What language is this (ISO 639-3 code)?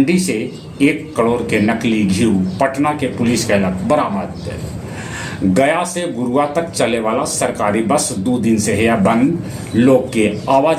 mag